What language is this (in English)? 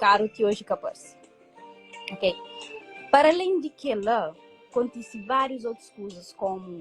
Kabuverdianu